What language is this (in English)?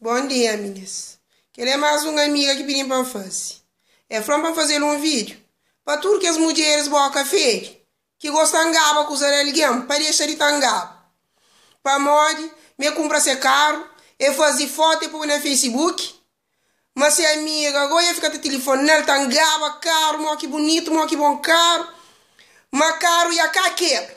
Kabuverdianu